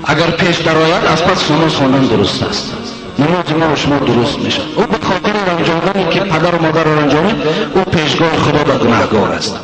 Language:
Tajik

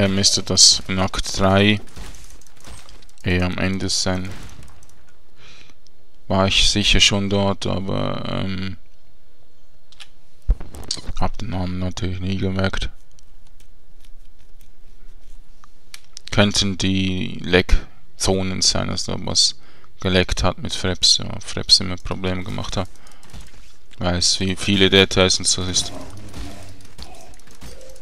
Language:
German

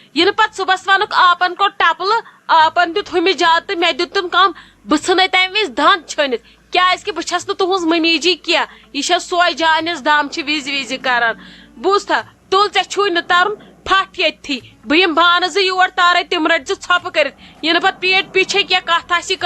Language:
Kashmiri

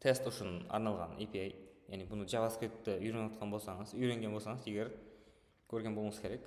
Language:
Kara-Kalpak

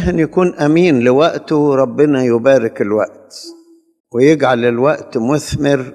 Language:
Egyptian Arabic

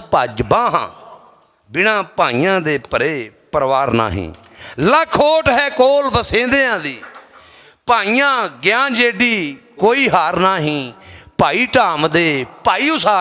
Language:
Western Panjabi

